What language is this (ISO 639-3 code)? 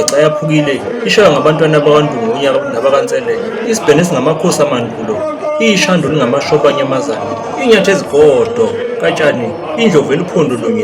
zul